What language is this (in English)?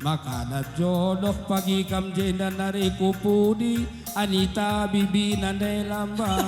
Batak Karo